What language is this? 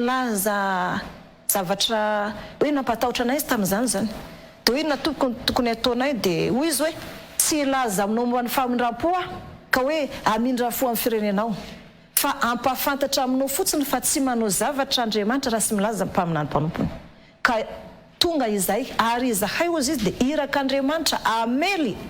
Malagasy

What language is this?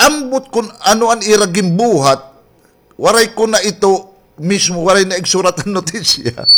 Waray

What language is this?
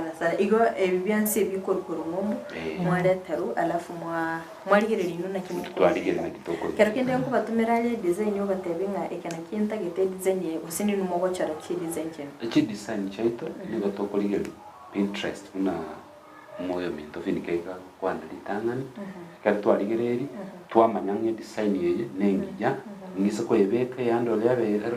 Gusii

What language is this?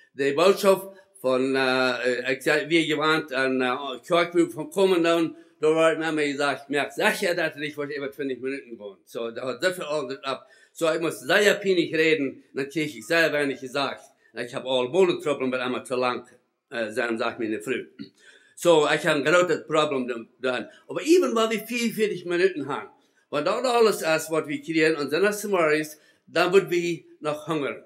Plautdietsch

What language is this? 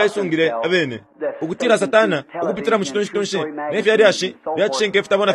Bemba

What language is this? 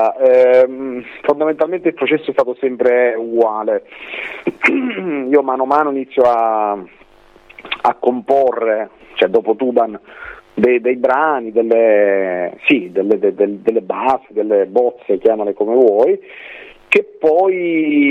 Italian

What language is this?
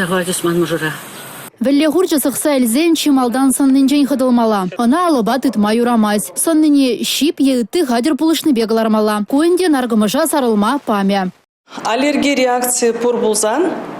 Chuvash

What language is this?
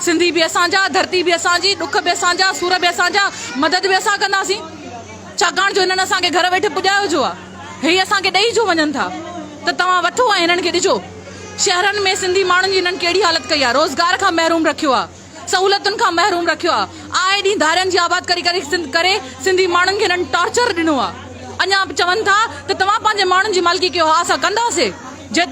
Sindhi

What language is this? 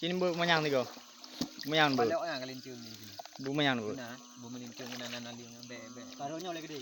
Achinese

